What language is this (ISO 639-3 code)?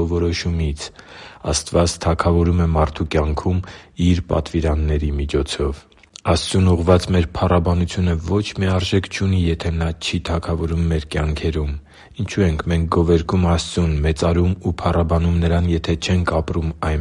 hye